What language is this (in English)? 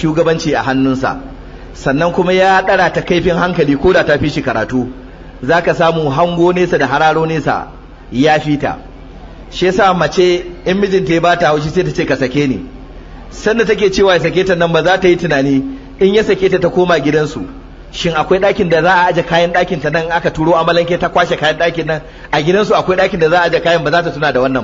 Hausa